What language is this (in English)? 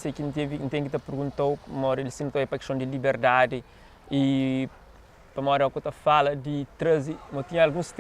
Kabuverdianu